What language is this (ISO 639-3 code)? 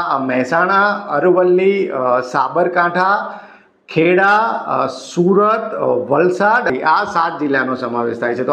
guj